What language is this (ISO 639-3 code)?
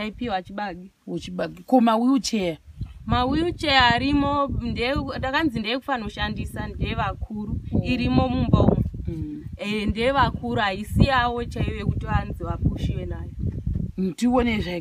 sna